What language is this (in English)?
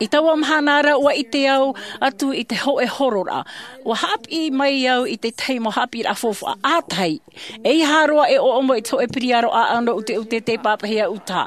Tahitian